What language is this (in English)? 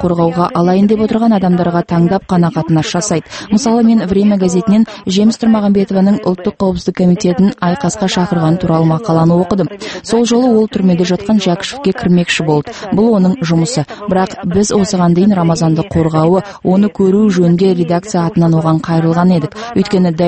Kazakh